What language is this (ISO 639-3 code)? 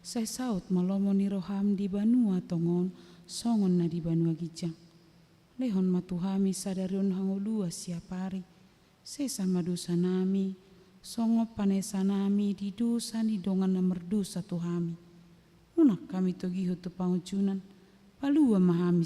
bbc